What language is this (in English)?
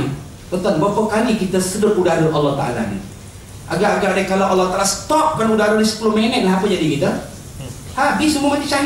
Malay